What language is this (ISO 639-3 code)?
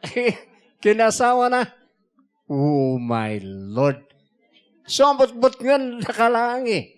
ilo